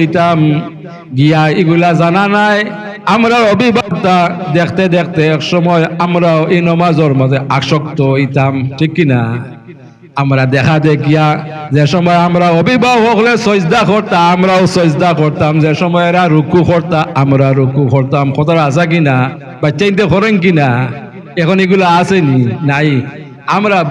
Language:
Sylheti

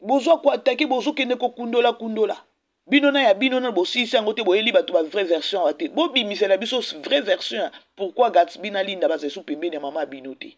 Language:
Lingala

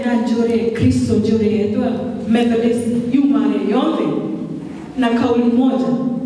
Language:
Meru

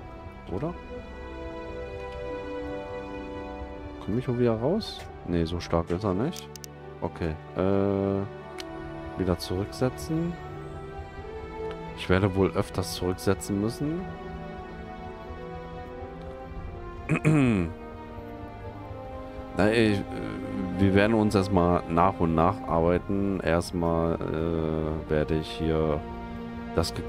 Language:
German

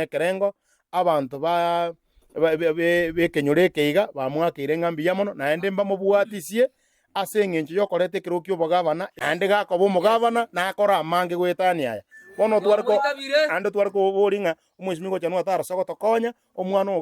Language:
Gusii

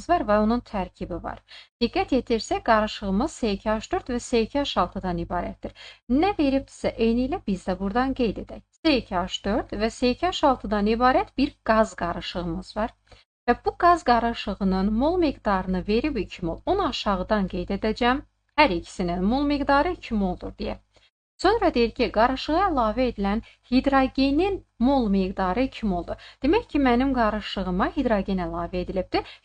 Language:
Azerbaijani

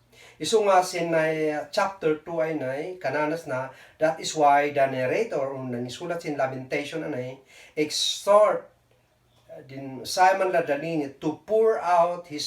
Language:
Kankanaey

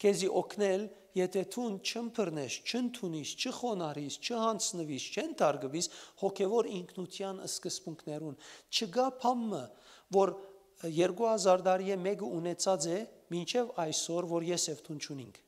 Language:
Western Armenian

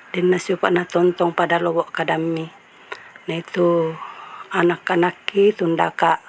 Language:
Toraja-Sa'dan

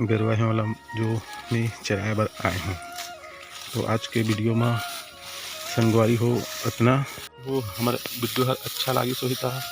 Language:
Chhattisgarhi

